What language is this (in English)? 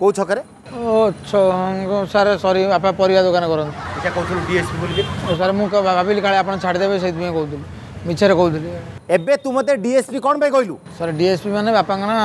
Odia